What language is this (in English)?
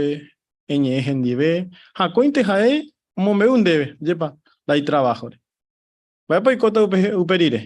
Guarani